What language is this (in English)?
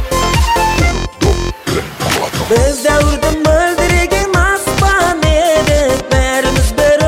Kazakh